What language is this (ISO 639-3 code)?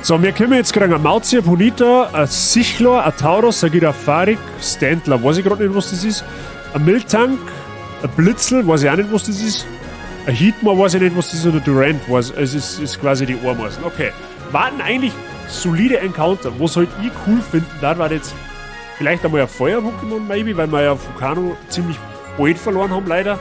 bar